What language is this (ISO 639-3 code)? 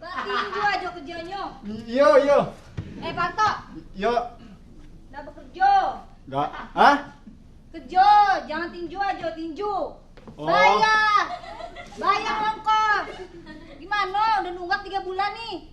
bew